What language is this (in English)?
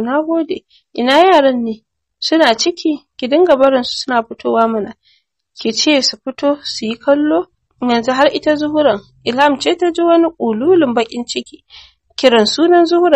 Hausa